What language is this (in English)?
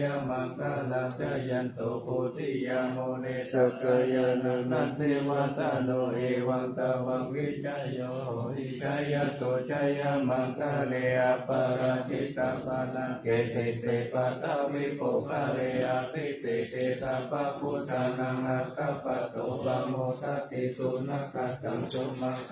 Pali